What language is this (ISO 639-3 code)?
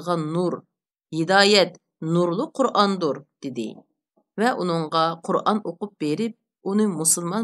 uig